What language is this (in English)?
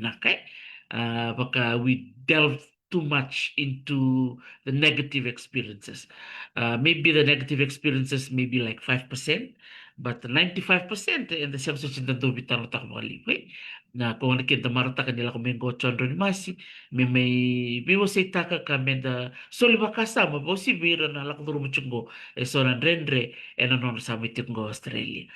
Fijian